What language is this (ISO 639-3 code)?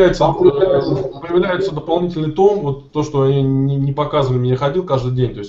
rus